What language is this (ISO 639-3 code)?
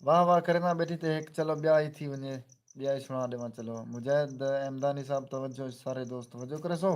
skr